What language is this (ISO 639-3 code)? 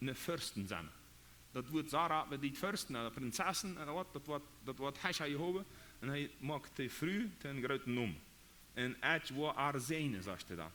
pdt